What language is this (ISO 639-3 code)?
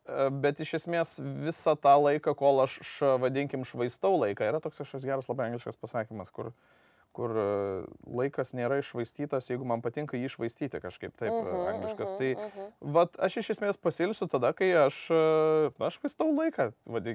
lit